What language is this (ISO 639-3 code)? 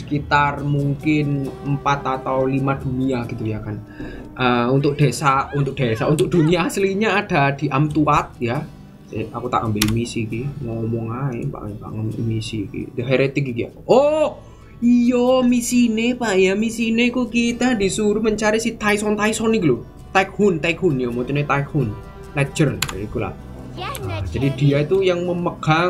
ind